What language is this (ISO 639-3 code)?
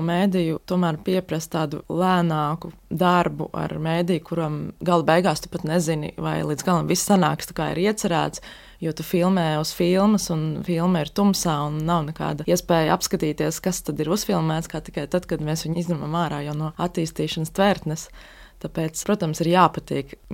lav